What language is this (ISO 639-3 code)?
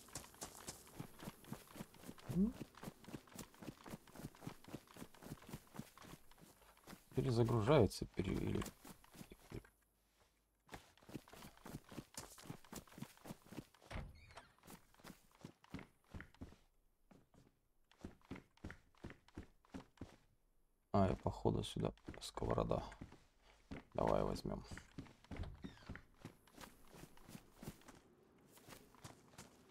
rus